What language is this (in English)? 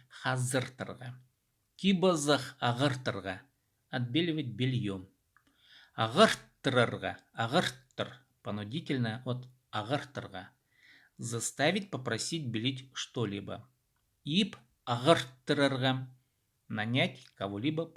Khakas